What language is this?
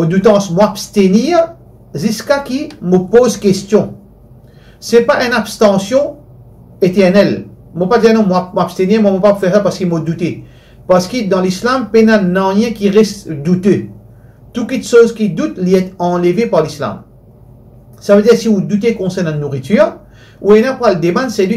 Morisyen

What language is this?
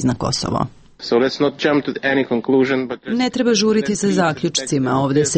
Serbian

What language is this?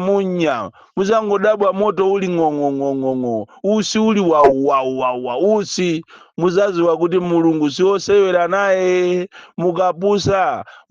Nyanja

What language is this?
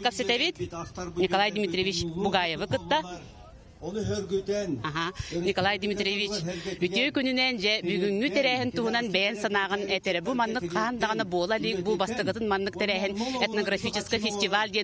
Yakut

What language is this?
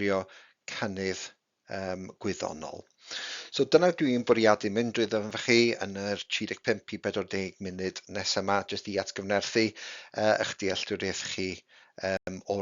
Welsh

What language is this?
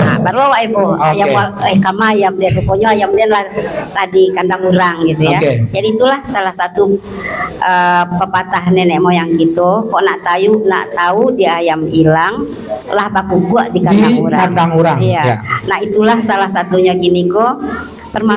Minangkabau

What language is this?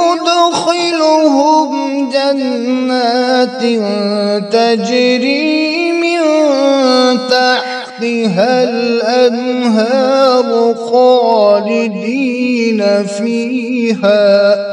Kashmiri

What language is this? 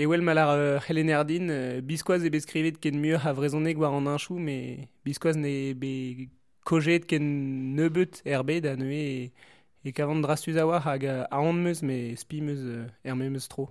Breton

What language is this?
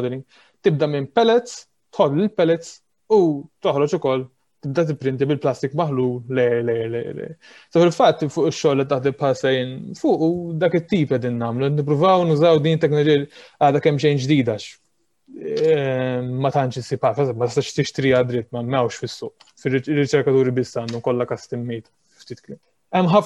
Maltese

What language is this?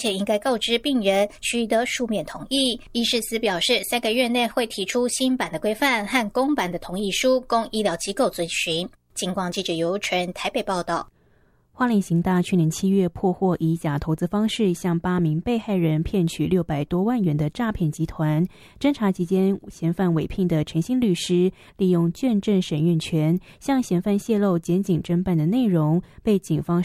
Chinese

